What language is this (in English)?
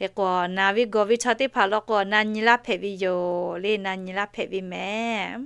Lahu